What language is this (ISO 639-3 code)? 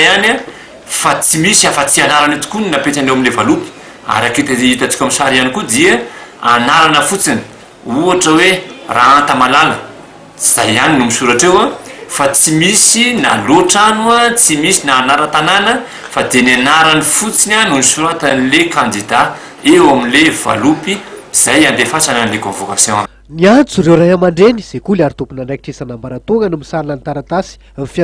mlg